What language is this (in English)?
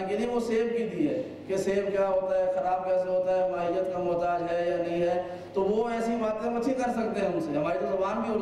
Urdu